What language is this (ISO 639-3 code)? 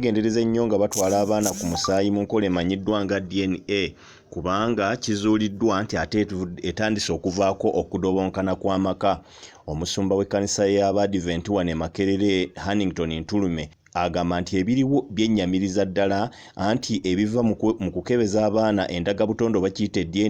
lug